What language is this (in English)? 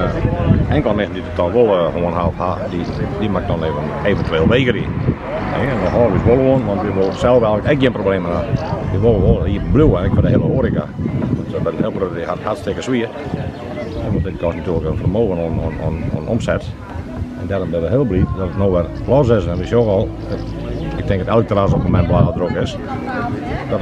Western Frisian